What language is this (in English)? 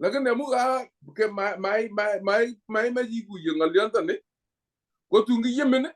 Kalenjin